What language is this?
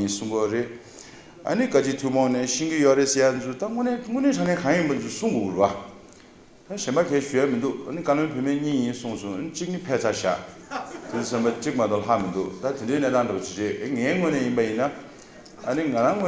Tibetan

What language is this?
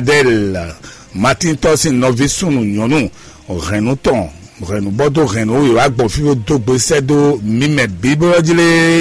Fon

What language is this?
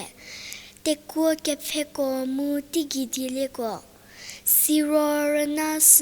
Angami Naga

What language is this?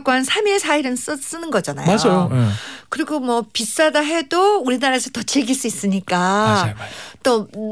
Korean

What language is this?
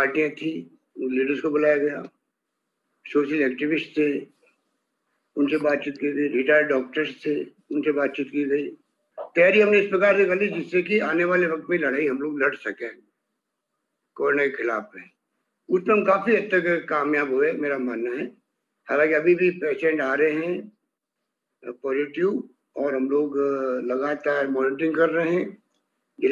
Hindi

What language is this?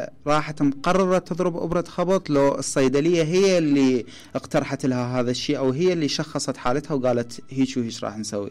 Mesopotamian Arabic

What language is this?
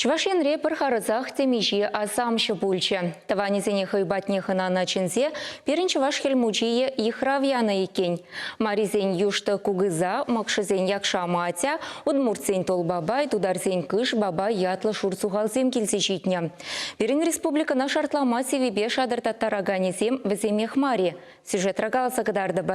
Chuvash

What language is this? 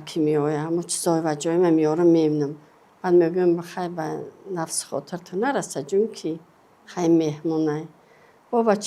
Tajik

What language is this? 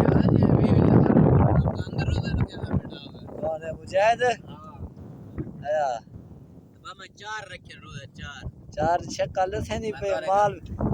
Saraiki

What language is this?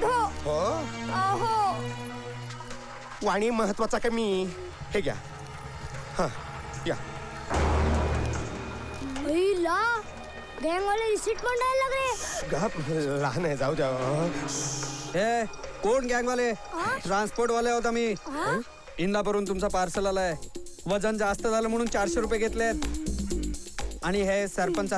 Marathi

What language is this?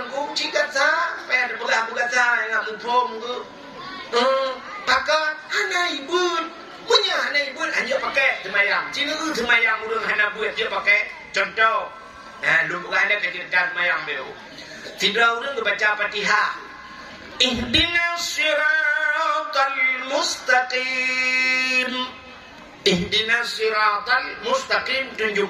Achinese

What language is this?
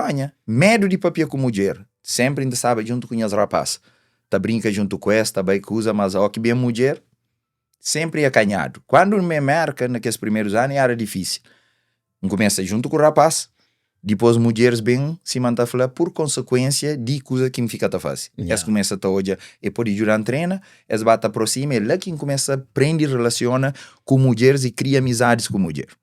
Kabuverdianu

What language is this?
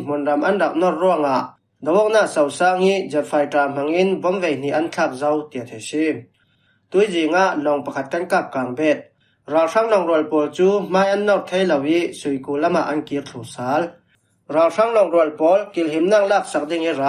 Falam Chin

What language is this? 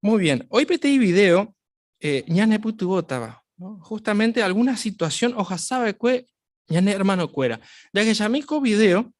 Guarani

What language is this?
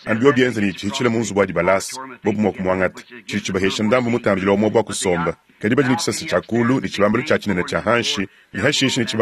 Luba-Lulua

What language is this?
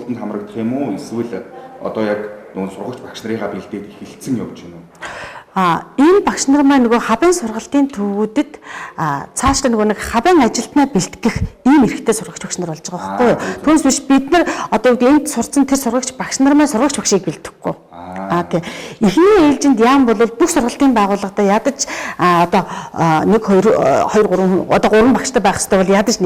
Mongolian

